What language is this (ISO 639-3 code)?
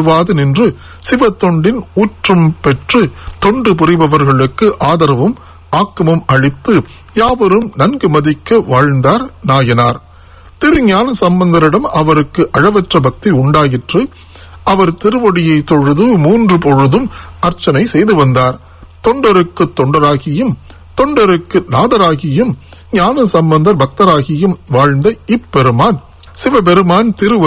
tam